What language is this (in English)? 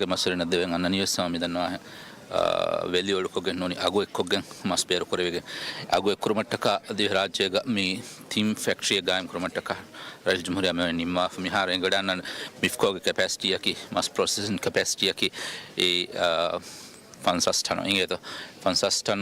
Divehi